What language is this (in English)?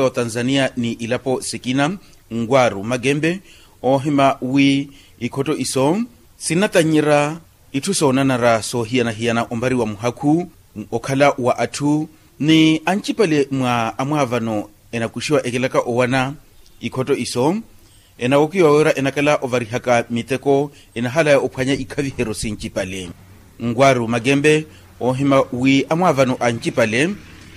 Makhuwa